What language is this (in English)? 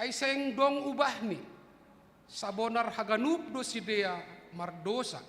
Batak Simalungun